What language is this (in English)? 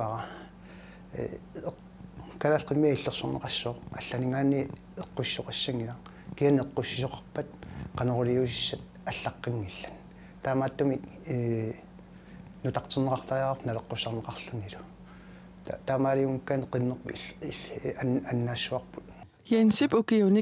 Kalaallisut